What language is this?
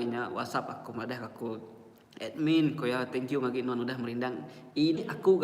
Iban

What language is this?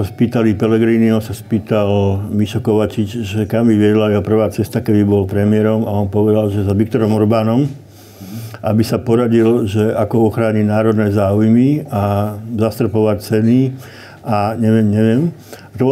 Slovak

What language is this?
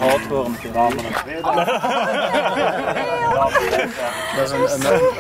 Dutch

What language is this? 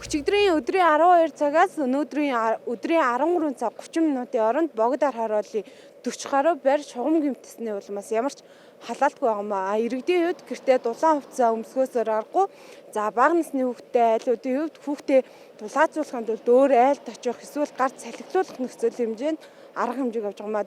Mongolian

